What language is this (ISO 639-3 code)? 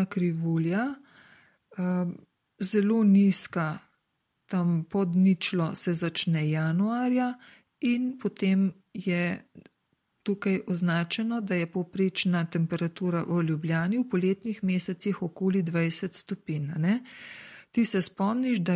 slv